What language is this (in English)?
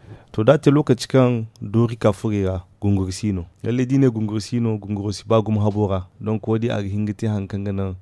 Zarma